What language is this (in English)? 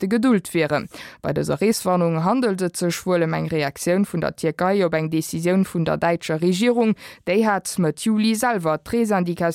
Luxembourgish